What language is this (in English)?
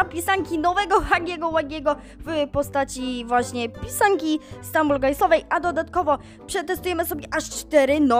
Polish